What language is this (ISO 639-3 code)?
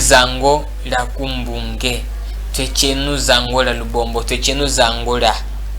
cjk